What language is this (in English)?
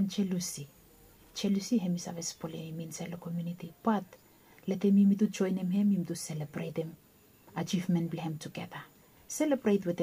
Bislama